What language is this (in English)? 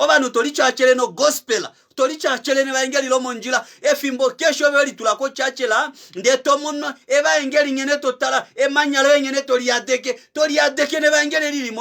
Kuanyama